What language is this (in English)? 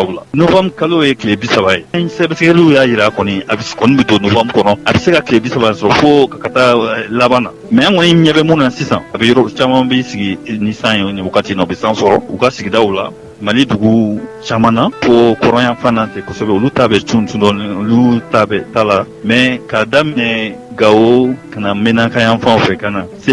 Bambara